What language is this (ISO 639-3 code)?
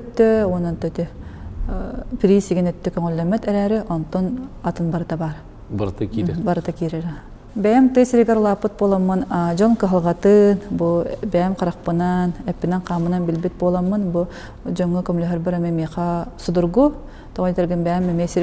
sah